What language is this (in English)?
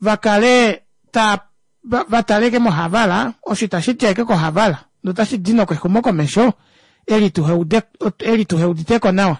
Kuanyama